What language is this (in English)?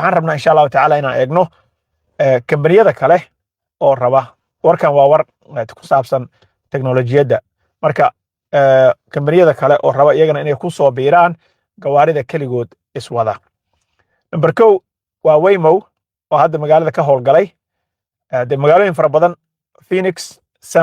Somali